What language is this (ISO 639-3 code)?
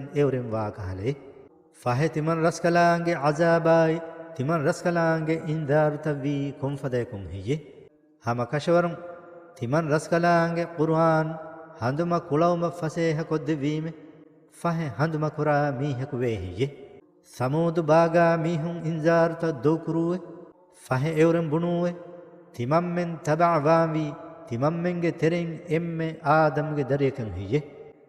div